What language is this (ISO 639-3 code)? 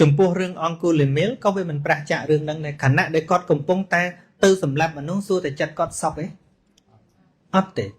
khm